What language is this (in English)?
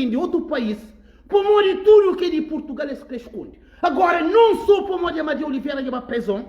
Kabuverdianu